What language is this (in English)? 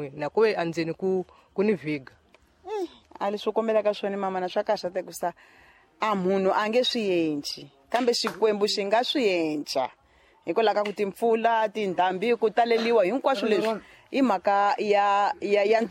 Tsonga